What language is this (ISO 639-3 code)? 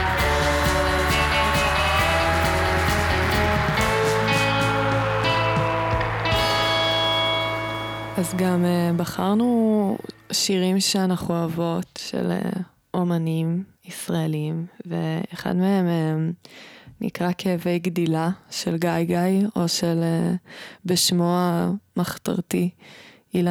heb